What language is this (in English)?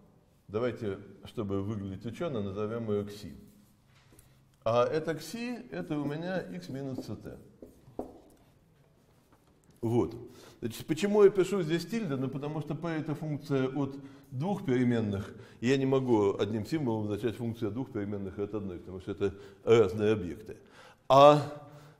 Russian